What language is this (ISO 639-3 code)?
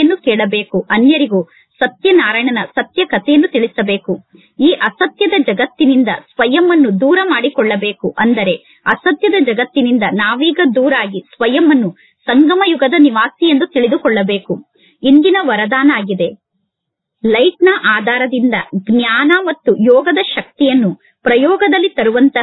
kan